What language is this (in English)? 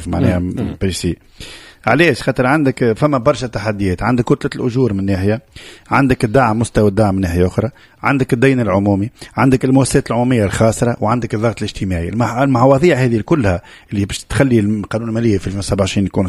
Tunisian Arabic